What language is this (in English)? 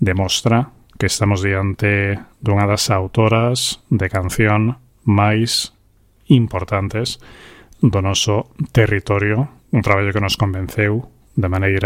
Galician